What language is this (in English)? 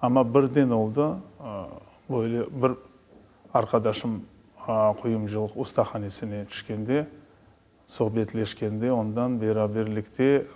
Crimean Tatar